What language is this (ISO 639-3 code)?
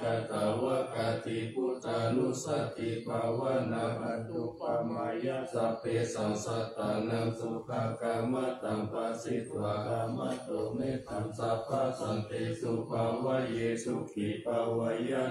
pli